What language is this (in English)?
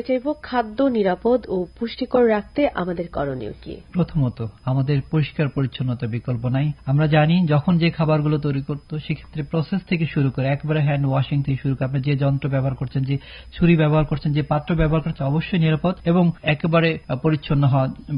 Bangla